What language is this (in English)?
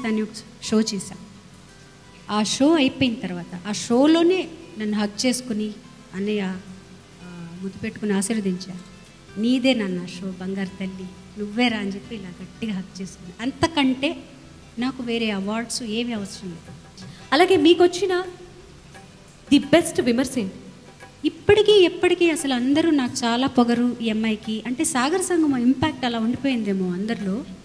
Telugu